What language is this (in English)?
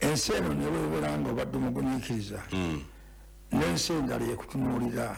Ganda